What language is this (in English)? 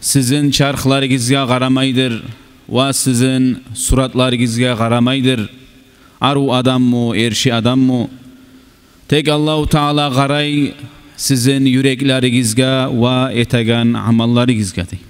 Kumyk